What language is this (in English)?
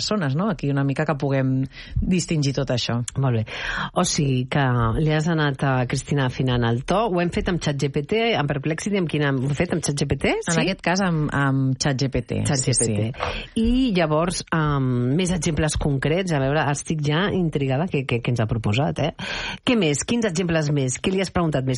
Catalan